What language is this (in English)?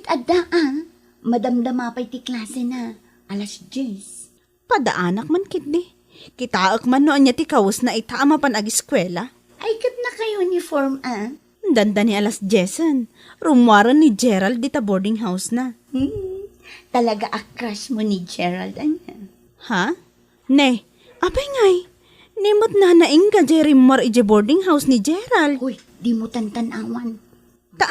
Iloko